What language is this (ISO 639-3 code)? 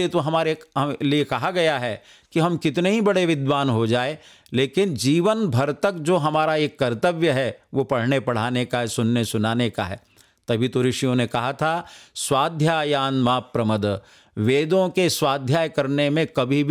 hin